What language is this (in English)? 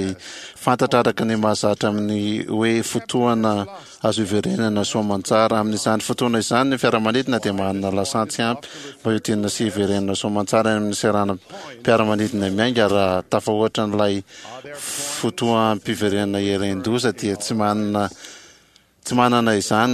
Malagasy